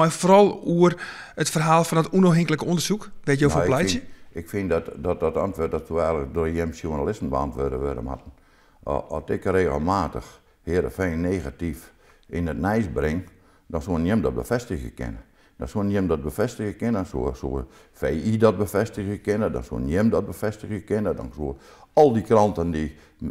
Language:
Western Frisian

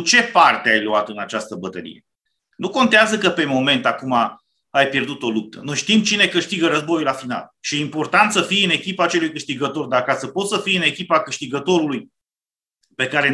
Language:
Romanian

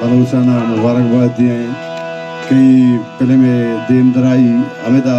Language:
Baluchi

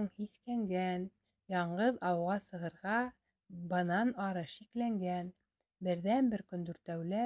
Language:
Bashkir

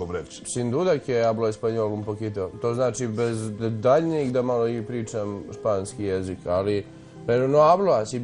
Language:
Bosnian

